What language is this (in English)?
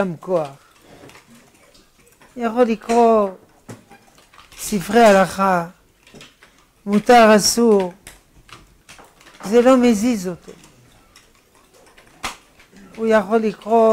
Hebrew